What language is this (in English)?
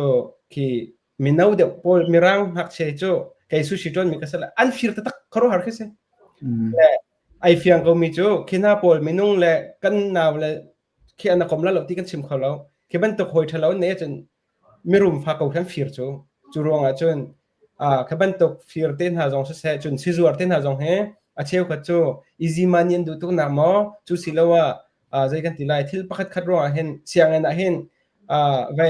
Hakha Chin